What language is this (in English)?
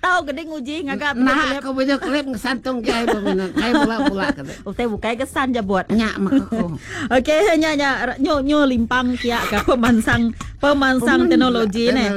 Iban